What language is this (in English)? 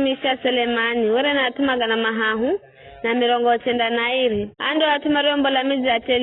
Giryama